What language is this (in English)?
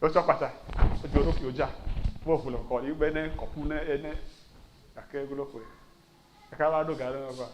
Ewe